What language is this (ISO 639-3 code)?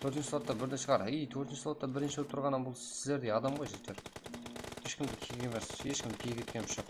kaa